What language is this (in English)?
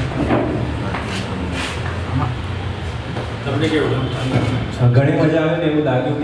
Gujarati